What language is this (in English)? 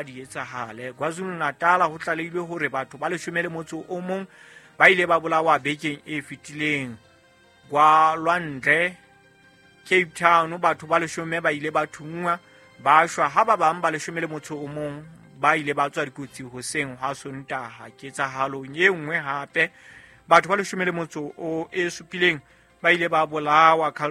Southern Sotho